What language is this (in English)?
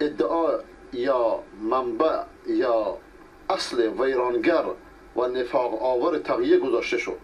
Persian